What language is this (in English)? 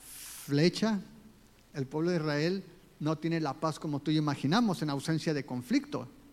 Spanish